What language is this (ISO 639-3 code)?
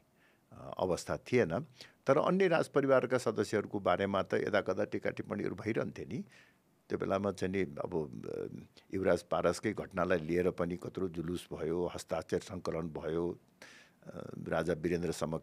nep